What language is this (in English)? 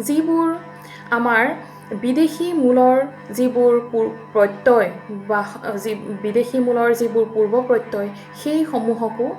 Assamese